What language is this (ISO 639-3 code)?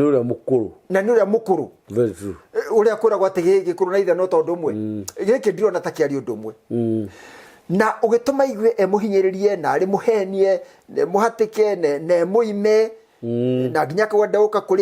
kik